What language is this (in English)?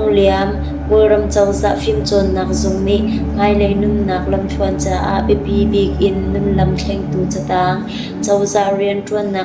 Hakha Chin